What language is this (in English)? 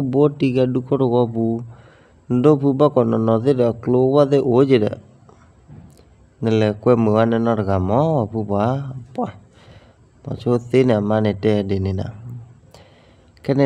S'gaw Karen